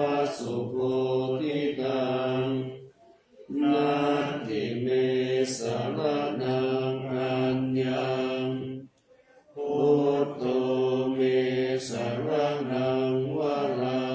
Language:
Pali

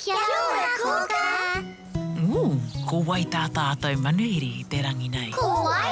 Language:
Māori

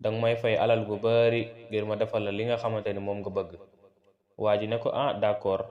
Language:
Wolof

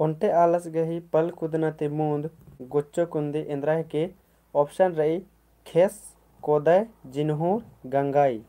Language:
Kurukh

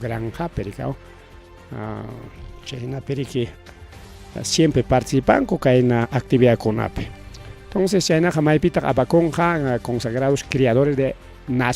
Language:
Ayacucho Quechua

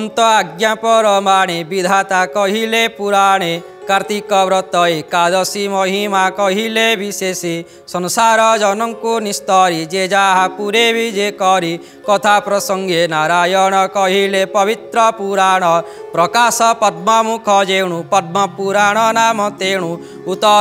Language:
Odia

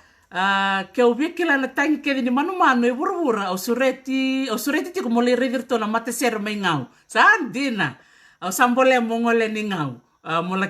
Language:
Fijian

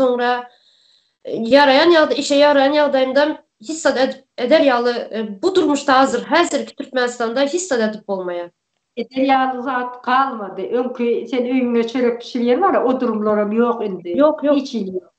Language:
Turkmen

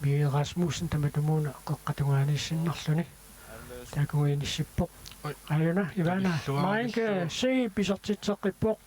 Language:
Kalaallisut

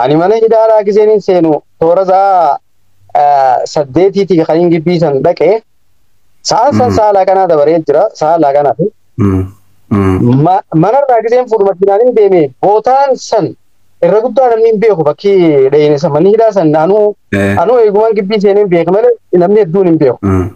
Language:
Oromo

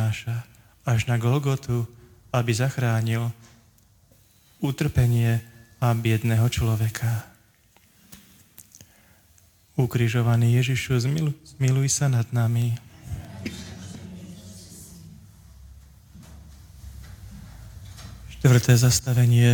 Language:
Slovak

